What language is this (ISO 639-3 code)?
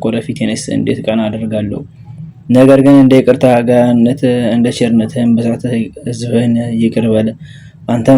amh